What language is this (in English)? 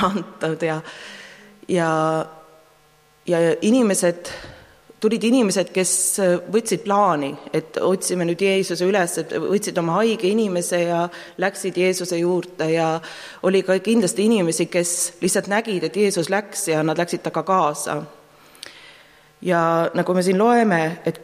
Estonian